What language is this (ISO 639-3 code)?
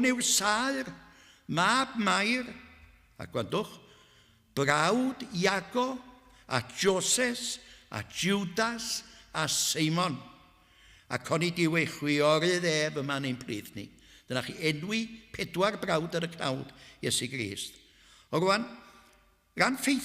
cym